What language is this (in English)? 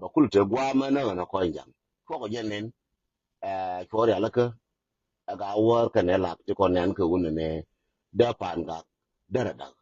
Nuer